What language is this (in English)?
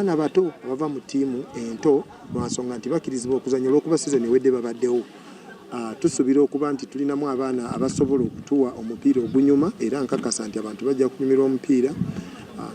Ganda